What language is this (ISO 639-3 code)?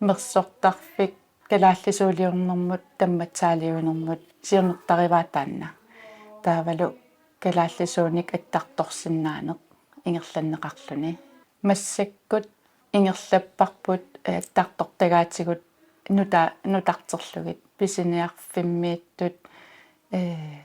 kal